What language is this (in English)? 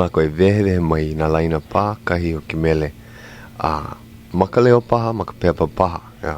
Hawaiian